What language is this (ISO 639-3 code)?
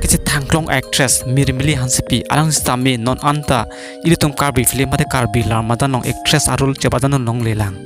mjw